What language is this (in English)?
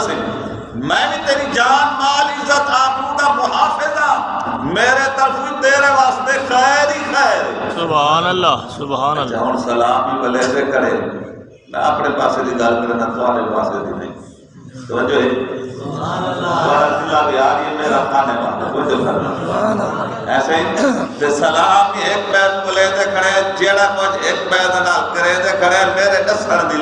Saraiki